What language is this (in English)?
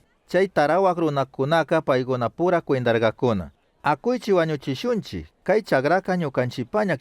Chimborazo Highland Quichua